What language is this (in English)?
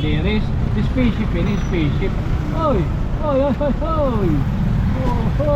Waray